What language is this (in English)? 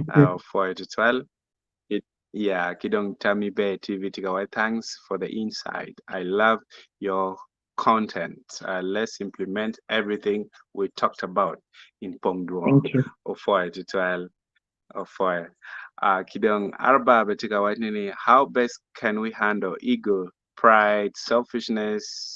Acoli